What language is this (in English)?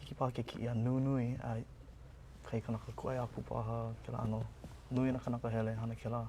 Hawaiian